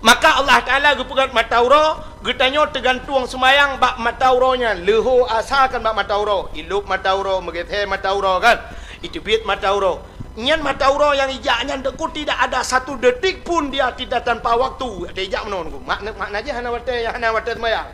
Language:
Achinese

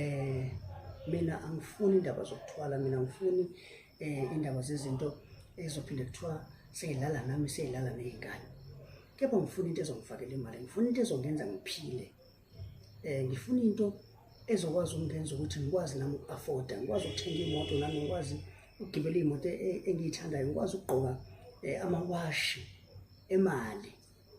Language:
Zulu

